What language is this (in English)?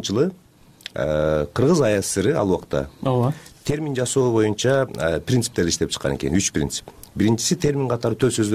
Kyrgyz